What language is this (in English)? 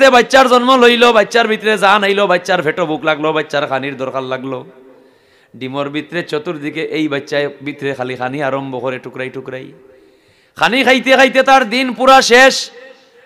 Sylheti